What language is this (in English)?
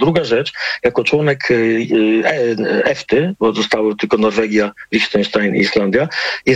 Polish